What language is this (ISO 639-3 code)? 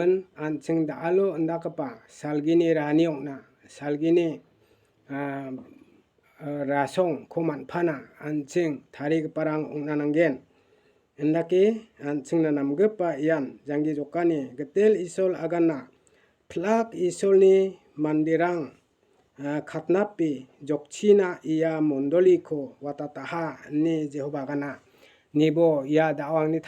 grt